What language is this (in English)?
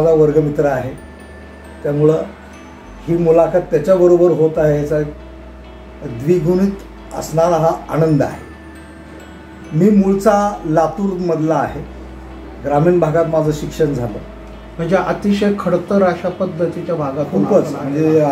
Marathi